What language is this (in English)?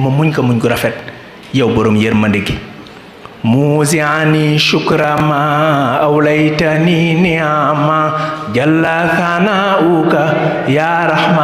Wolof